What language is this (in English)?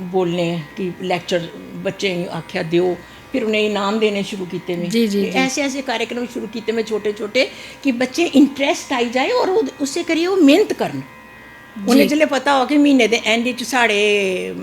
Dogri